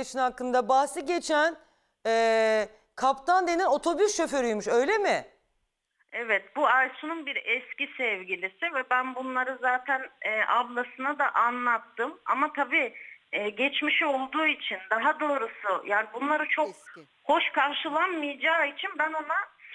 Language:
Turkish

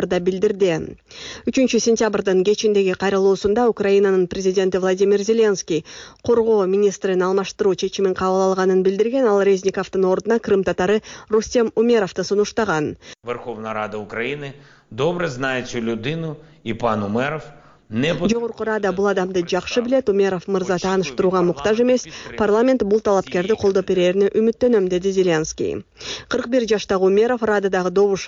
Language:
Kyrgyz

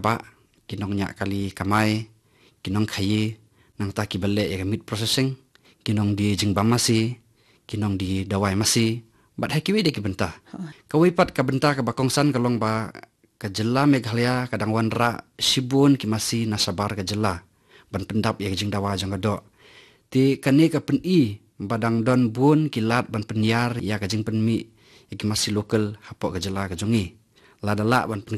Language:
Khasi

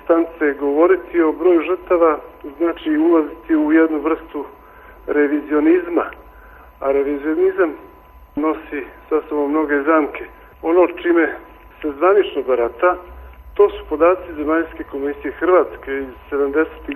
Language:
Serbian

